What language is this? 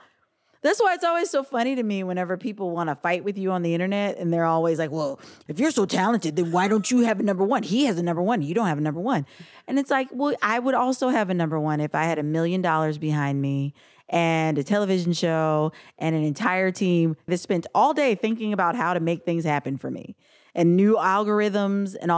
English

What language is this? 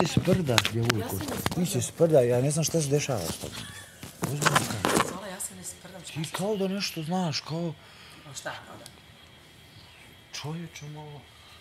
Bosnian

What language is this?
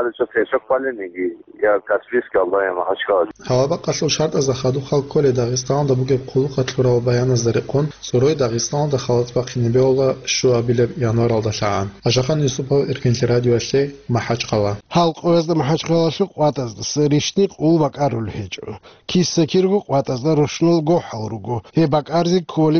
Avaric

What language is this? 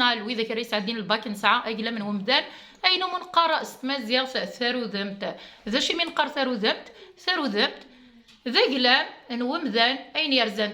Kabyle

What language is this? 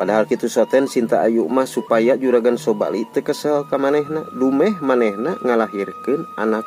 Sundanese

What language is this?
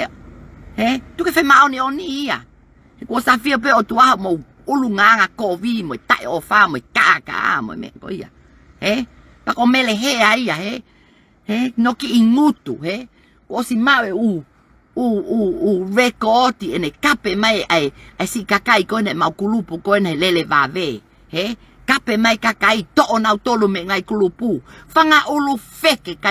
Tongan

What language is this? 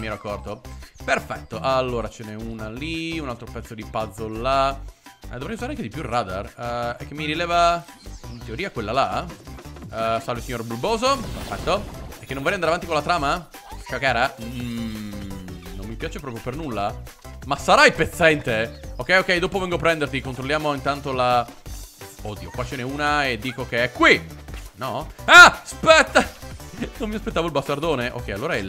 Italian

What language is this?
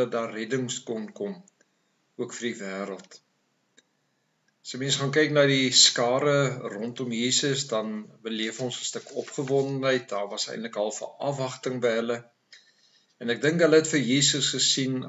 Afrikaans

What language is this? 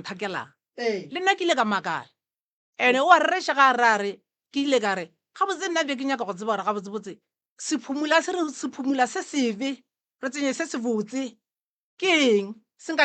Northern Sotho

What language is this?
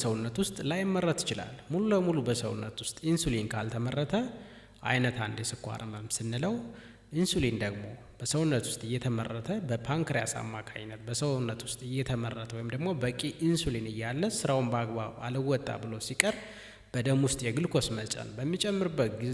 Amharic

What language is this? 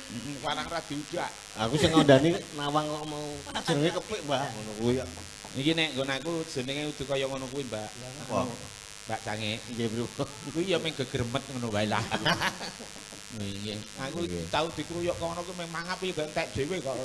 Javanese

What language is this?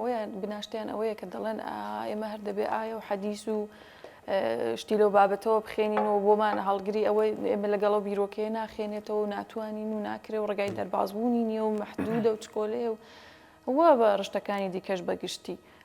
Central Kurdish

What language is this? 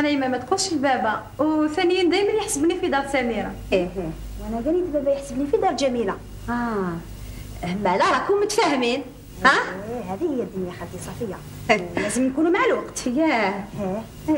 Algerian Arabic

